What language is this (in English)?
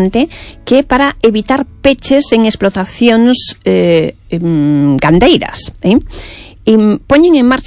Galician